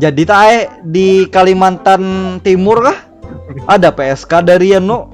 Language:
Banjar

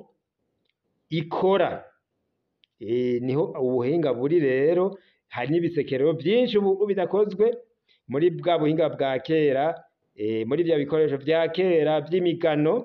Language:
Rundi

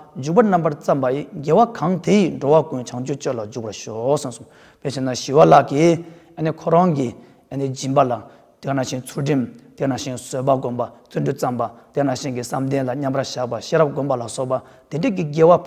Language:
Tibetan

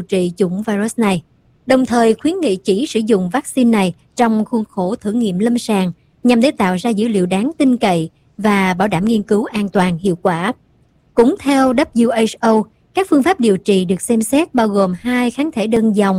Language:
Vietnamese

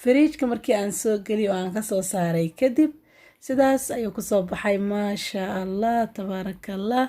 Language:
Somali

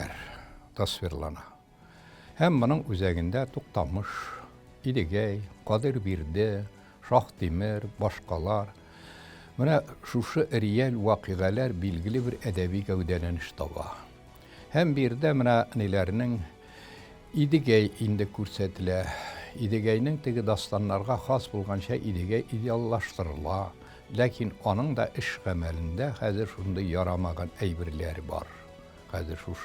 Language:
Tatar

